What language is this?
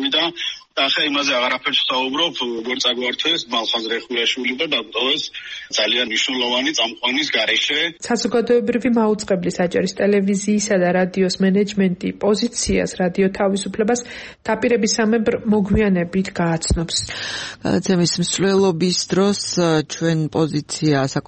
Georgian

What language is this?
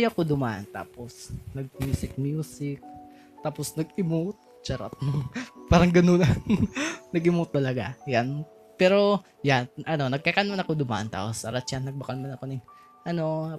Bikol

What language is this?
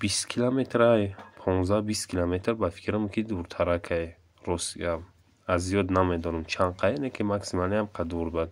Tajik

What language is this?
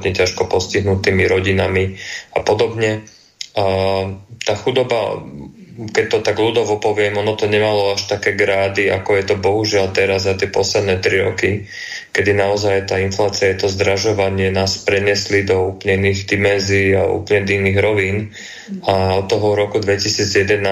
Slovak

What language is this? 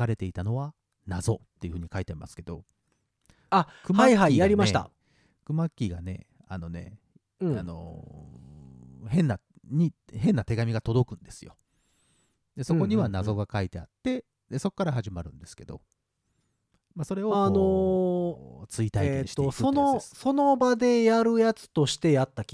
Japanese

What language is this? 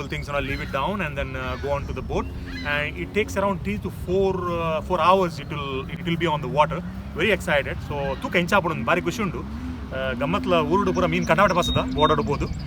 Tulu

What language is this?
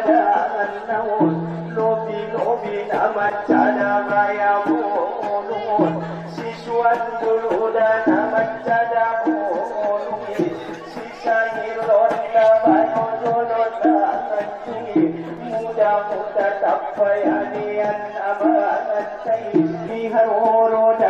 Batak Angkola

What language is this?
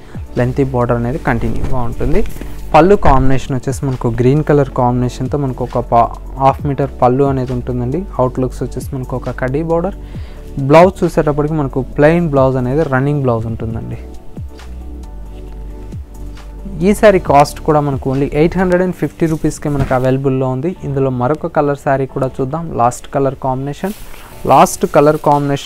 Telugu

